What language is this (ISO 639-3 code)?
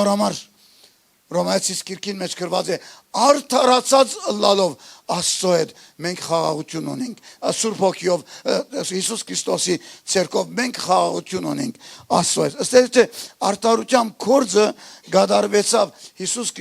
hyw